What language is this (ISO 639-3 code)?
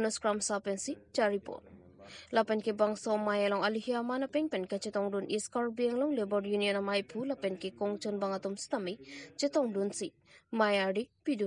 mjw